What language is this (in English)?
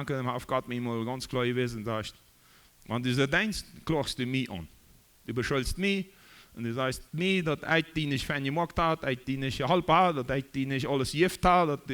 Plautdietsch